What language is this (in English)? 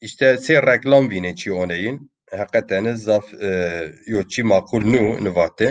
Zaza